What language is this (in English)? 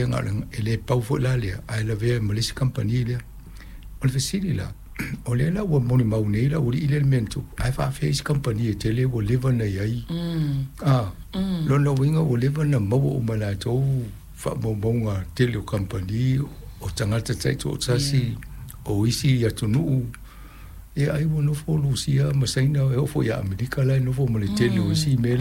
Samoan